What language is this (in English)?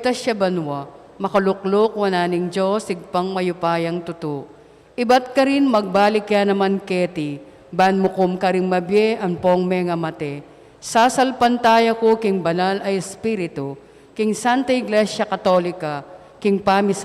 Pampanga